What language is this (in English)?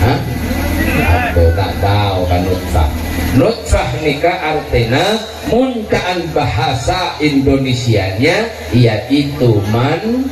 Madurese